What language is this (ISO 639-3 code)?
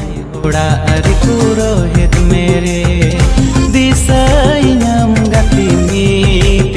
sat